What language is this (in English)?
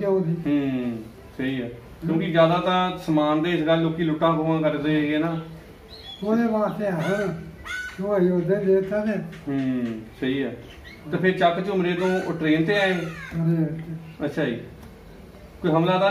Punjabi